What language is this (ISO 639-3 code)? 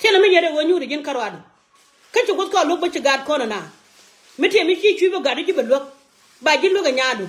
nus